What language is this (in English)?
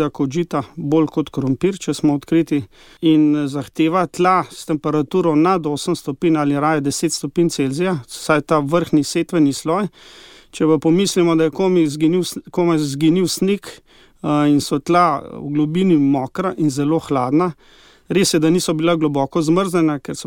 Slovenian